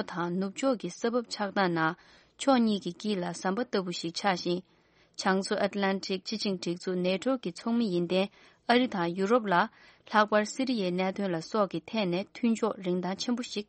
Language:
Tibetan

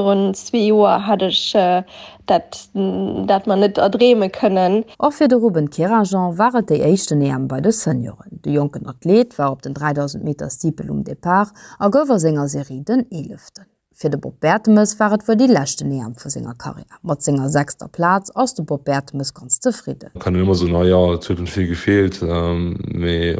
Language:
Luxembourgish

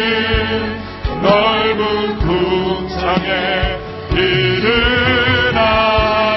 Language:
Korean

